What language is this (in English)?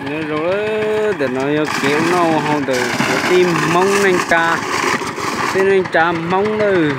Hmong